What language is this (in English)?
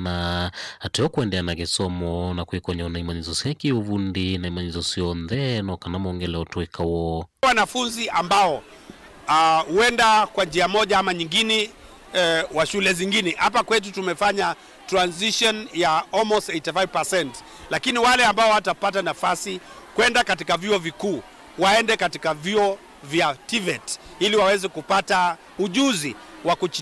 Kamba